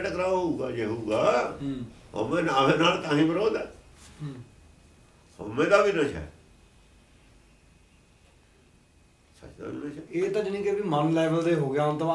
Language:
Punjabi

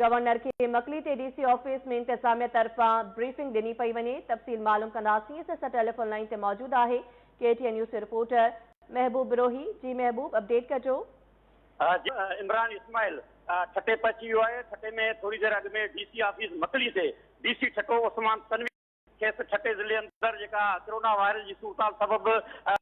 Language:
Sindhi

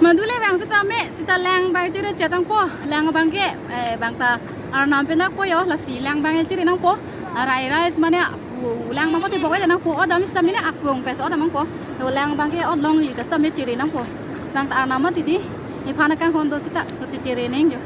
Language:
Karbi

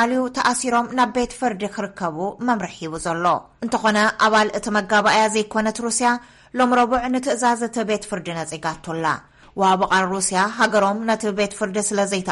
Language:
Tigrinya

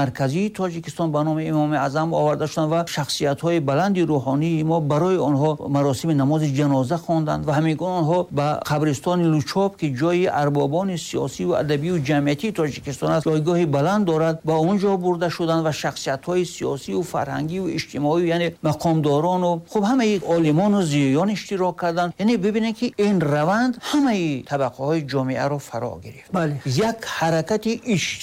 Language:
Tajik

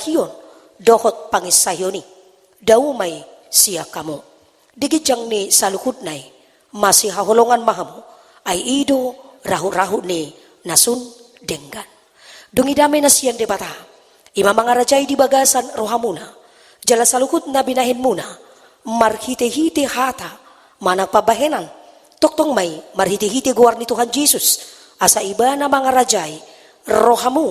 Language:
Batak Toba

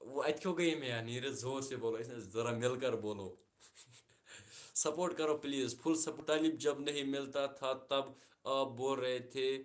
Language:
Kashmiri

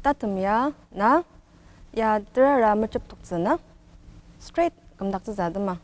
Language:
Ao Naga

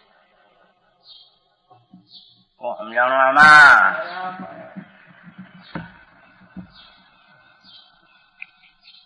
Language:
Gujarati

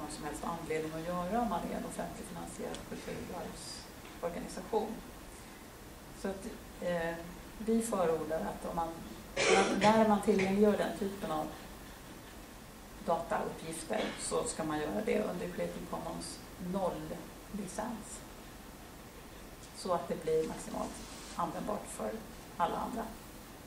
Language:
Swedish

